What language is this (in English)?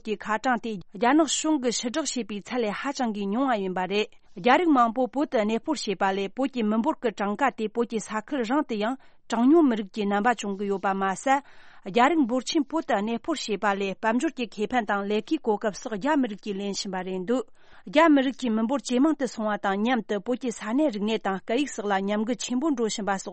Tibetan